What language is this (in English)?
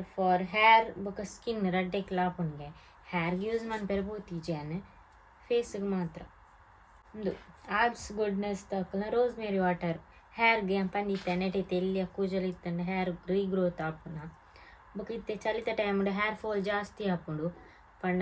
Tulu